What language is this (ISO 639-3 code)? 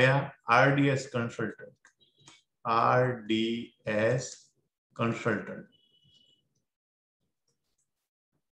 guj